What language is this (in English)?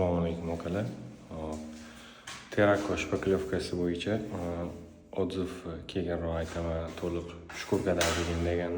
Uzbek